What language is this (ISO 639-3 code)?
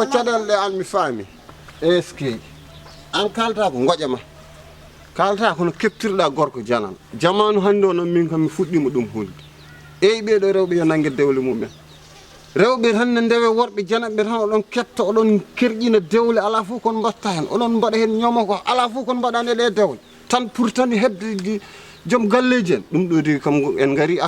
ful